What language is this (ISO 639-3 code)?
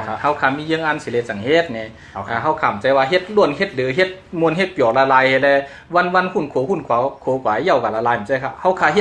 shn